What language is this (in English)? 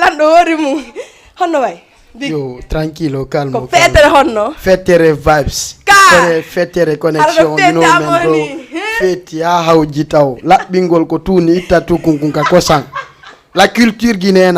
Fula